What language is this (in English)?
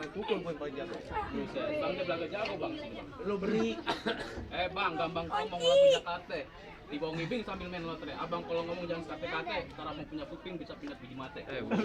Betawi